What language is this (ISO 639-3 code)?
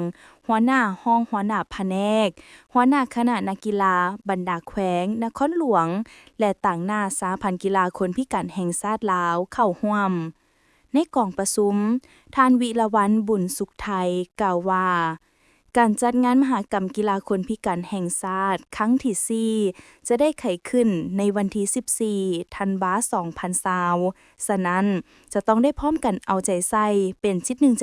lao